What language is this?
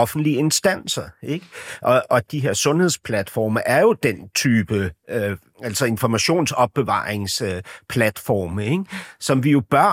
Danish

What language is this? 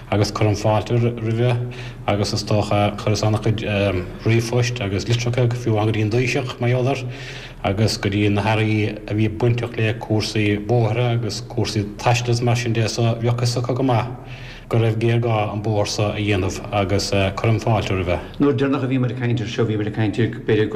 Irish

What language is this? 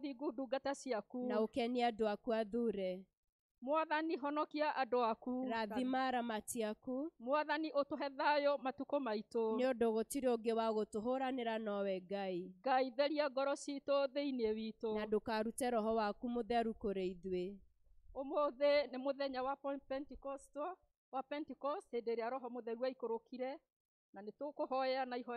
Kikuyu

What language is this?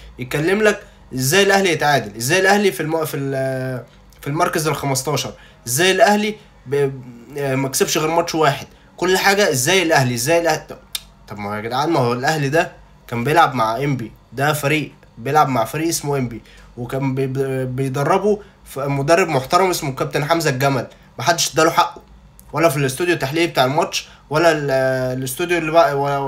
Egyptian Arabic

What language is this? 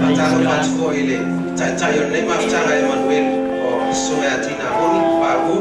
Samoan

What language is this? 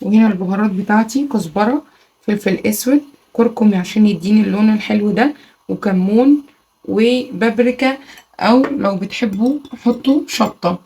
Egyptian Arabic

